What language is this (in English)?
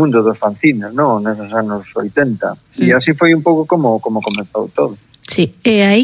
Galician